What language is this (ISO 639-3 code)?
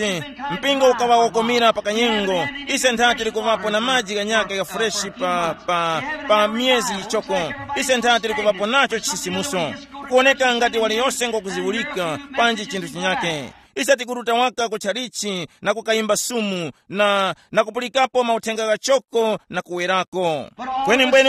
tum